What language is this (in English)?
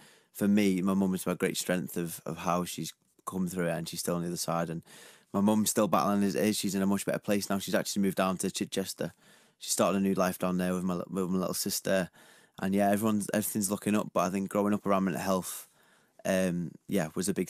English